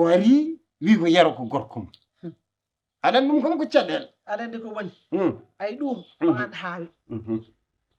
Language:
Fula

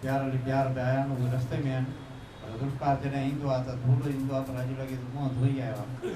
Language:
Sindhi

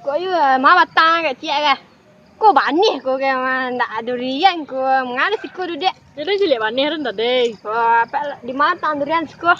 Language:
Minangkabau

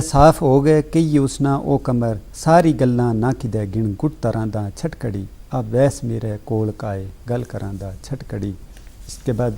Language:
Gujari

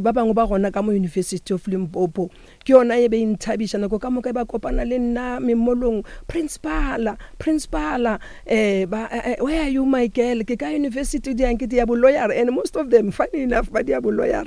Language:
Northern Sotho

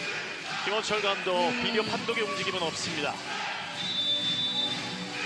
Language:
Korean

